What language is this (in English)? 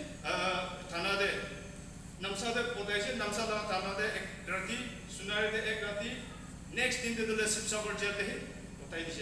Naga Pidgin